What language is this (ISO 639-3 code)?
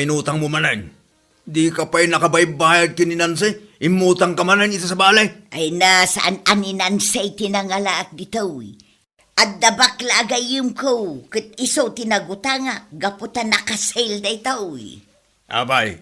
ilo